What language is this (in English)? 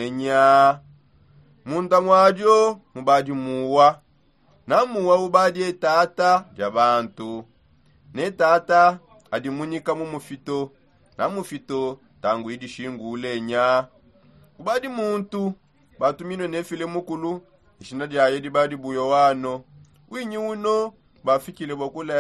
Songe